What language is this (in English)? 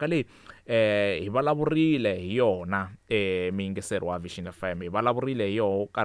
Tsonga